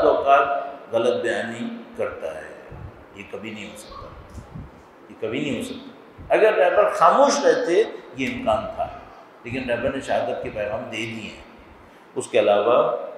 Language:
Urdu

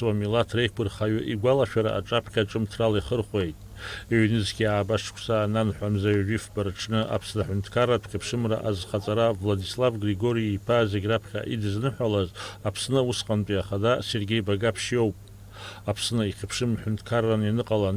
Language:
Abkhazian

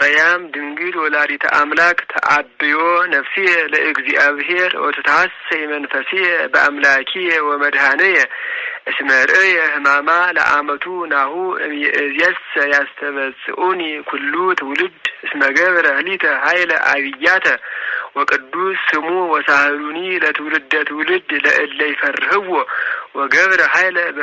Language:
Geez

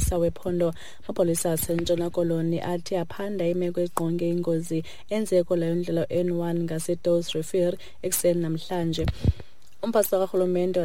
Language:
Xhosa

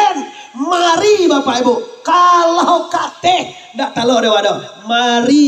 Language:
Minangkabau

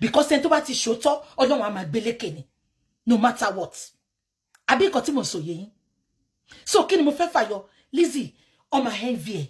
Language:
Yoruba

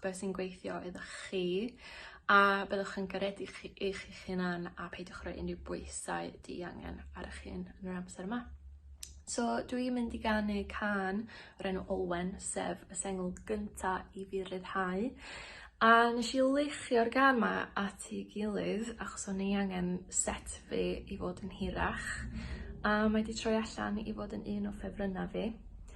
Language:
Welsh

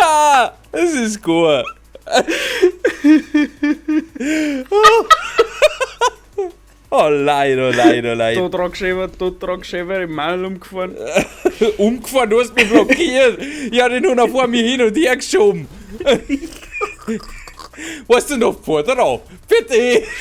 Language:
Bavarian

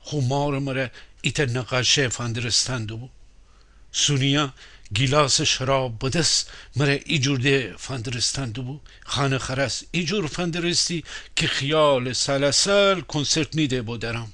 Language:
Gilaki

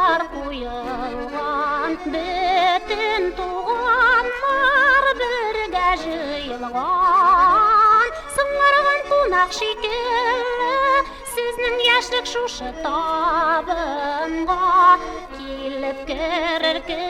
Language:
Bashkir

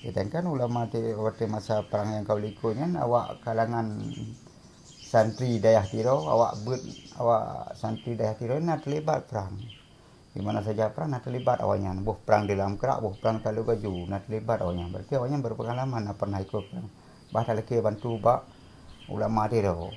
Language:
Achinese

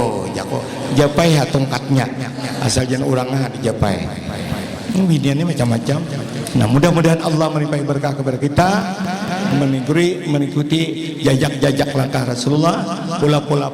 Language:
Banjar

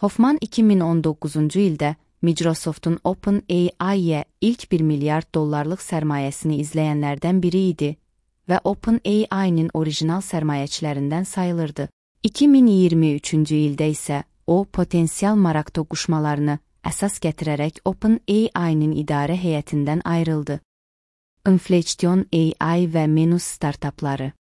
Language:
Azerbaijani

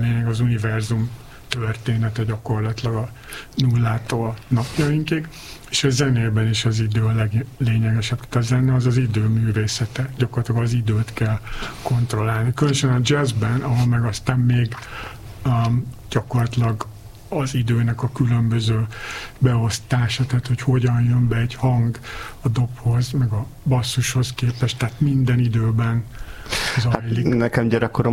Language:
Hungarian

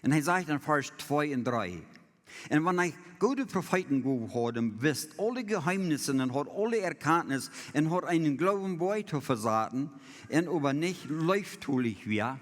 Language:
Plautdietsch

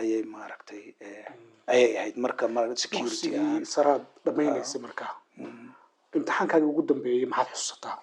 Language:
Somali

